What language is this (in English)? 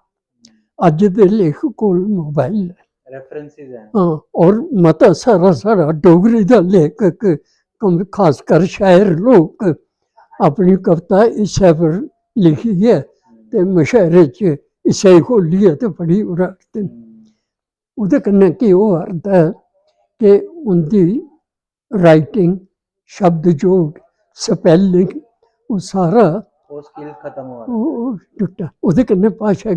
Dogri